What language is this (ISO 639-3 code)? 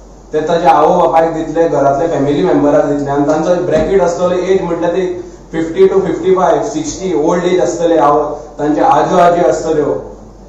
kok